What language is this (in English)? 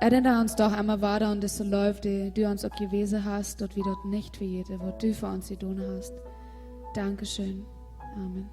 Plautdietsch